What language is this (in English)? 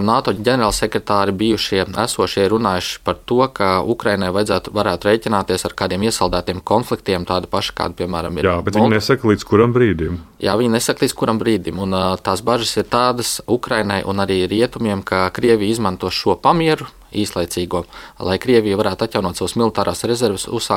Latvian